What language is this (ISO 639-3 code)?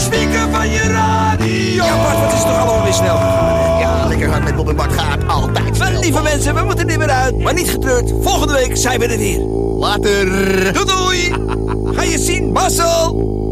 nld